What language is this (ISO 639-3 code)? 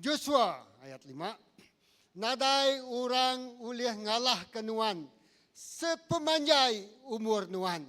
iba